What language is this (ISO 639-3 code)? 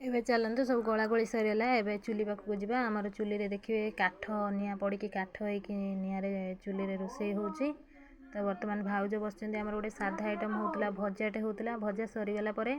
ori